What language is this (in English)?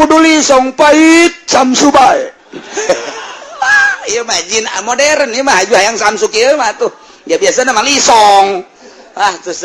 Sundanese